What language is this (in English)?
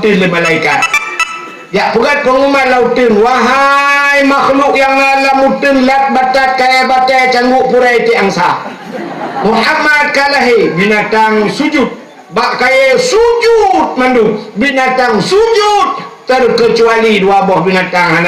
Achinese